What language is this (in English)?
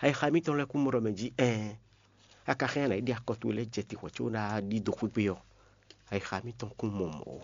Fon